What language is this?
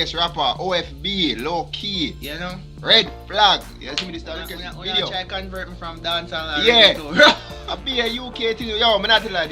Jamaican Creole English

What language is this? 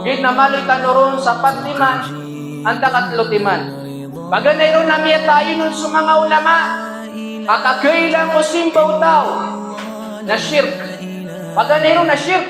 Maranao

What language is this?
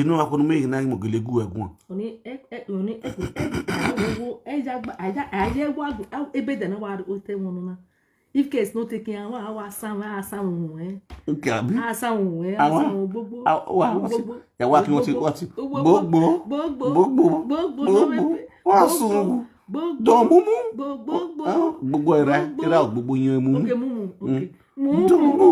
Nigerian Pidgin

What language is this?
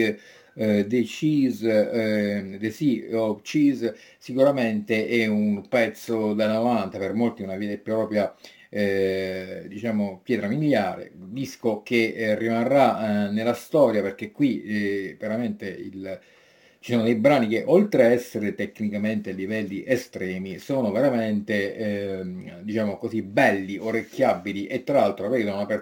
Italian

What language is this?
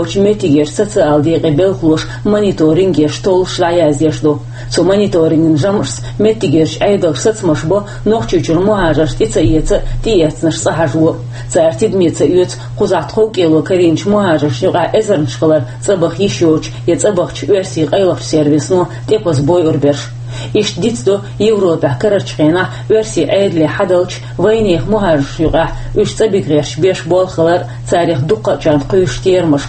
Chechen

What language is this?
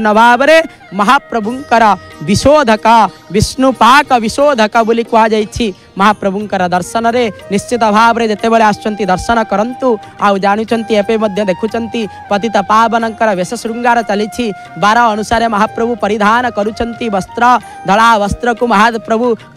Odia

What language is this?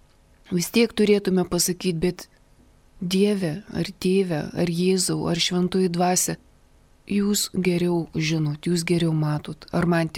Lithuanian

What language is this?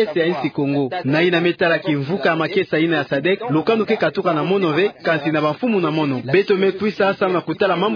Kituba (Democratic Republic of Congo)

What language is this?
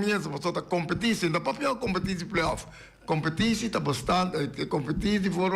Papiamento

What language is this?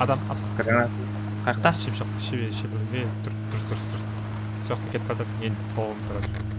Kara-Kalpak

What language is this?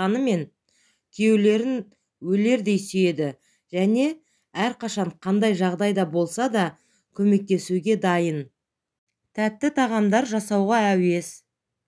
Kazakh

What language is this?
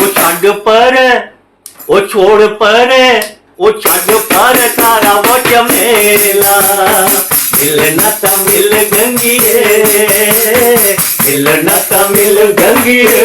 Dogri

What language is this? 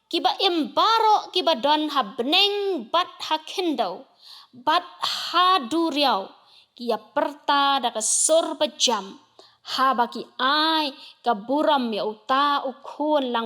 Khasi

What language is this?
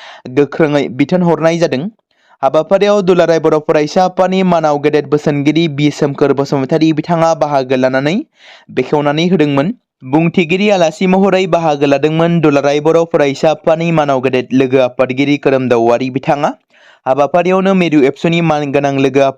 Bodo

